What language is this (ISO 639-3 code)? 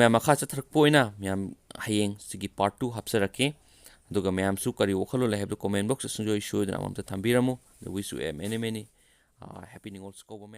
mni